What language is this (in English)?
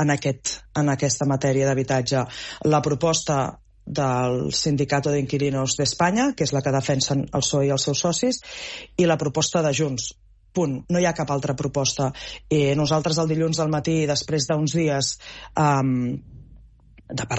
Catalan